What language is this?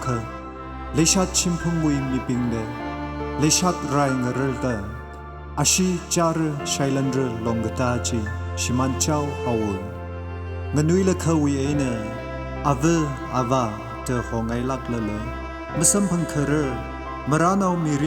Tangkhul Naga (India)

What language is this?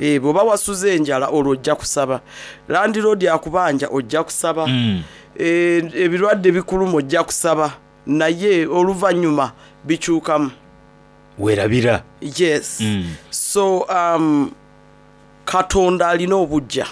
Soga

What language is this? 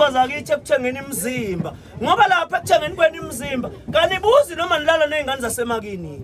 Zulu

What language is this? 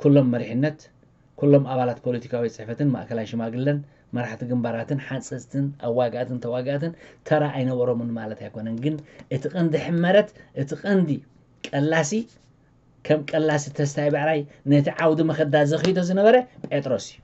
Tigrinya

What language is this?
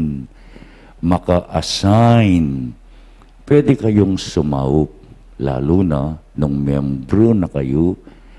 Pampanga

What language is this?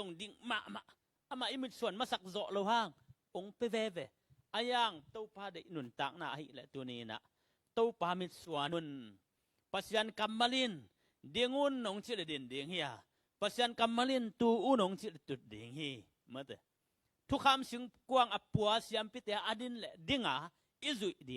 Tedim Chin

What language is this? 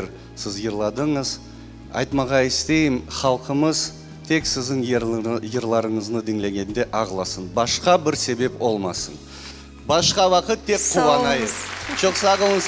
Crimean Tatar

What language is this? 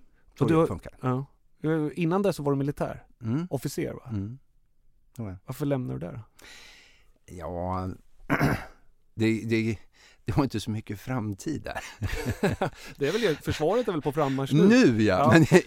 Swedish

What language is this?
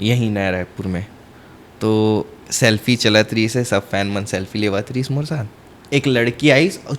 Chhattisgarhi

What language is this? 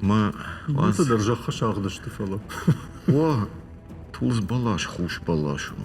Ossetic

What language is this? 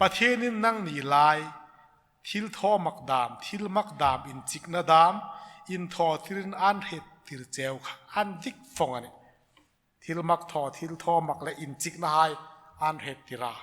Hmar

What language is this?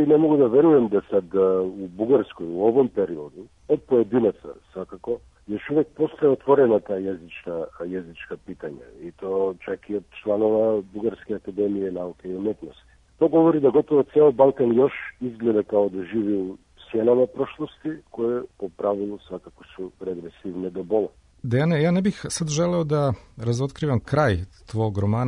Serbian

